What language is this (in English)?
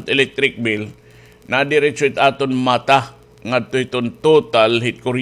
Waray